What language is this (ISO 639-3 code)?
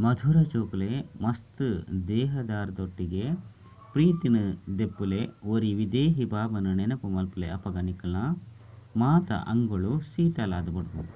tcy